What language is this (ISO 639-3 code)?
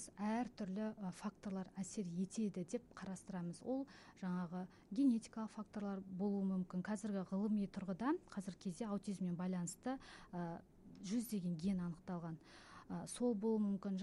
kaz